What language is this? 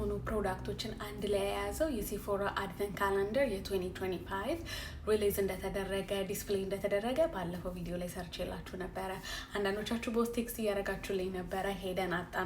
Amharic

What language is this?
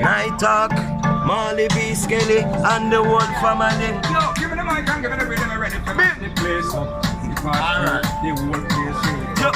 Jamaican Creole English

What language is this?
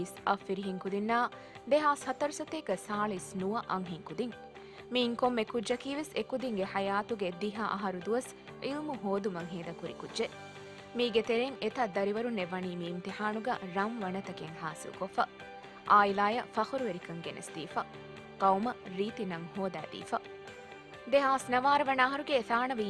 Divehi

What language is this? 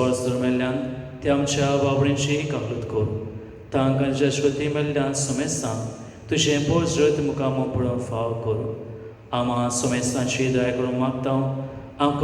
Konkani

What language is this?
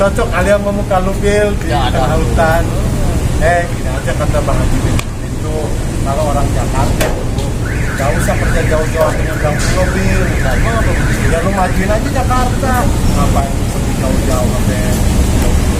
Betawi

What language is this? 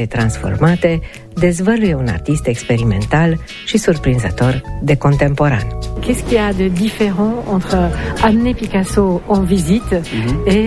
Romanian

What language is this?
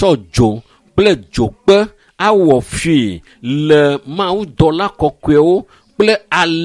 Ewe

